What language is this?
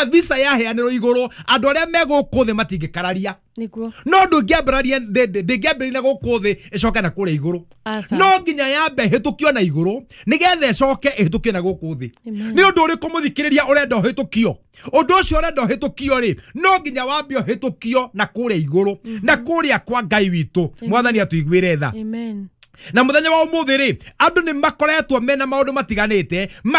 Kikuyu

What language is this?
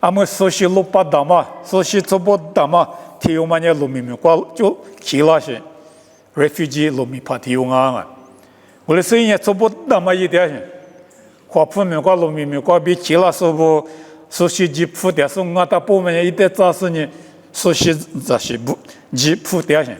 Lisu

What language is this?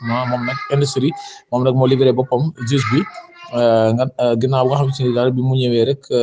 Wolof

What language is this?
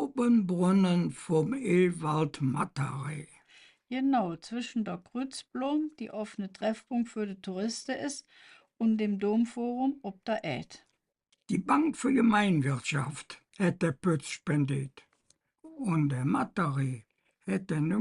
Colognian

